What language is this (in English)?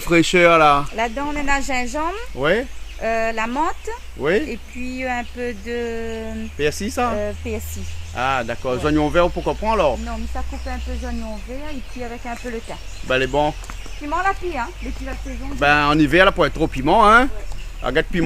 Réunion Creole French